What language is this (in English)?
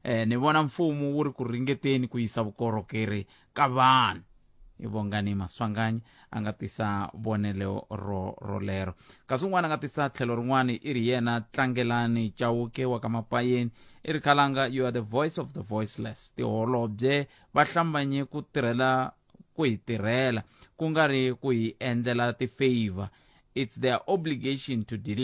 Tsonga